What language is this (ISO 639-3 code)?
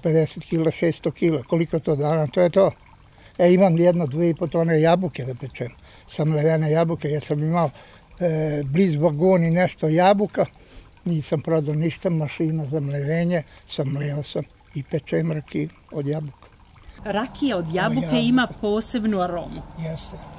srp